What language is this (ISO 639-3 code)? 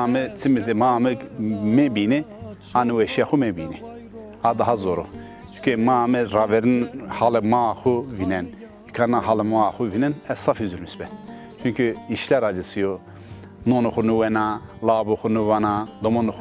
zza